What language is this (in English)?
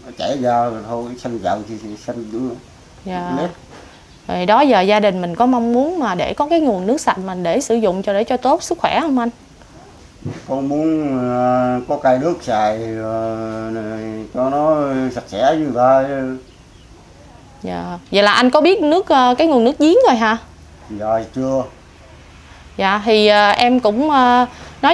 Vietnamese